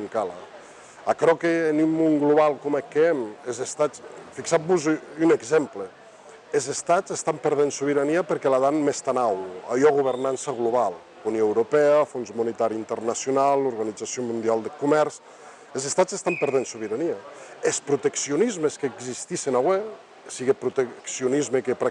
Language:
Occitan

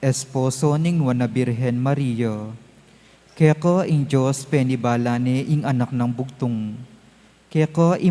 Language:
Pampanga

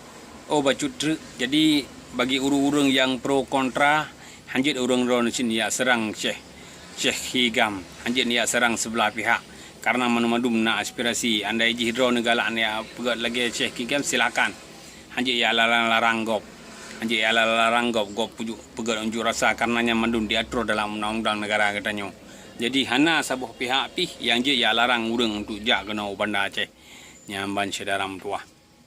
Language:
Achinese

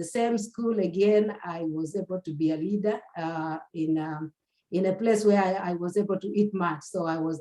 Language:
Kalenjin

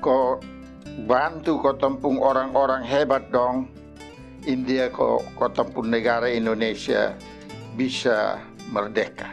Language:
Kupang Malay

